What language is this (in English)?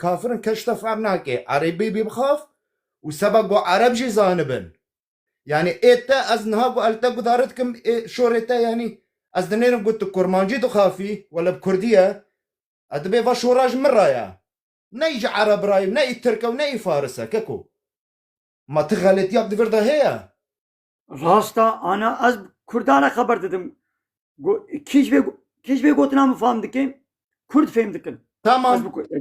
Kurdish